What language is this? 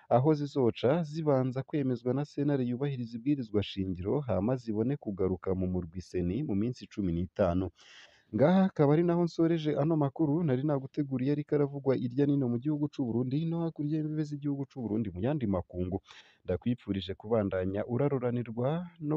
Rundi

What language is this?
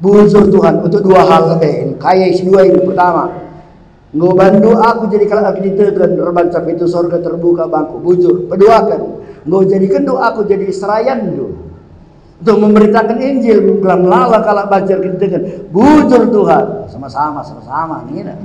Batak Karo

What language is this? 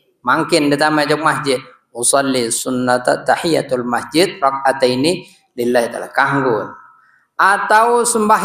Sasak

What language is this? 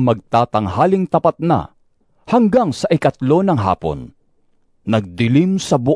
Filipino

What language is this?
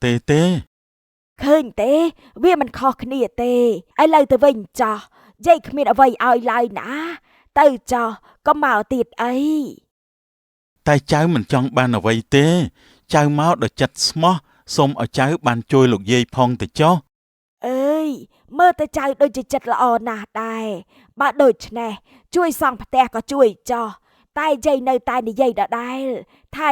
Khmer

